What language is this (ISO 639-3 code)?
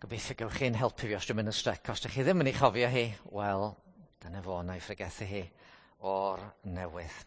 cym